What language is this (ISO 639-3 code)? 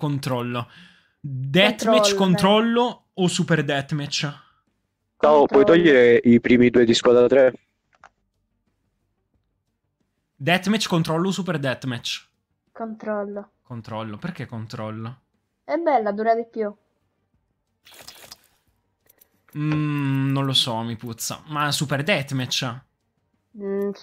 ita